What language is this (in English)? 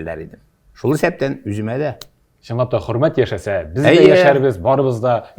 Tatar